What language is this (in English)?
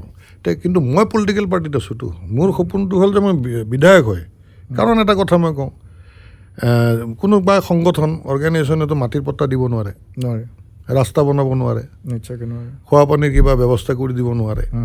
Assamese